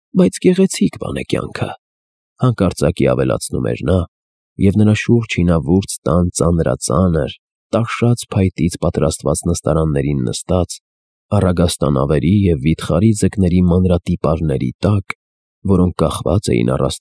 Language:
Armenian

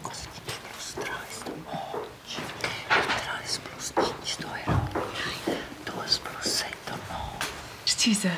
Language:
Romansh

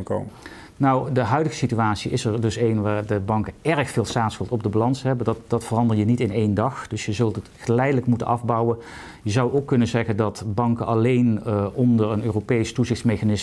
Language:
Dutch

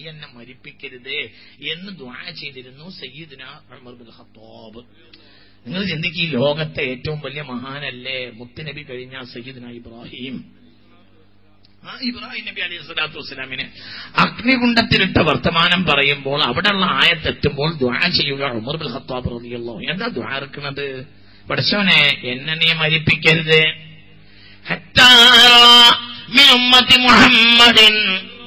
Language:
Malayalam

